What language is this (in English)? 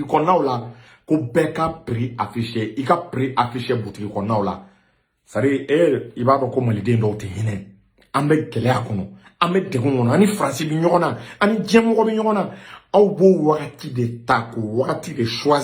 Bambara